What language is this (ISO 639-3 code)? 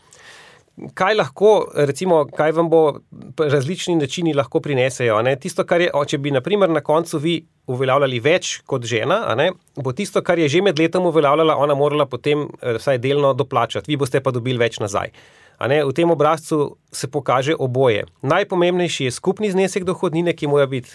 slv